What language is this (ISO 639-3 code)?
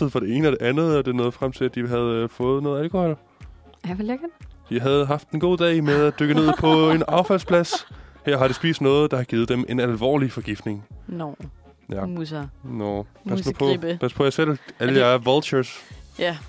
dan